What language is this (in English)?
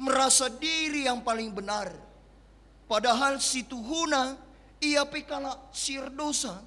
Batak Karo